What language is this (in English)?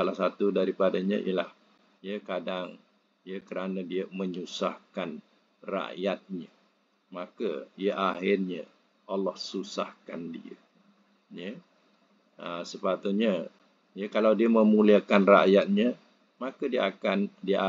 Malay